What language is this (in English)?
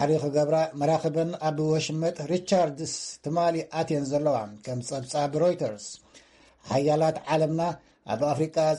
Tigrinya